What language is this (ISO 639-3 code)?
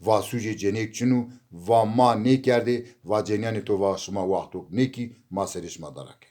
zza